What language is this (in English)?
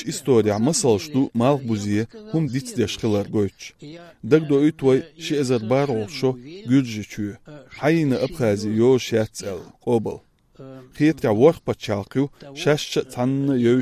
Chechen